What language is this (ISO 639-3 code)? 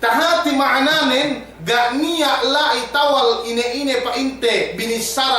yka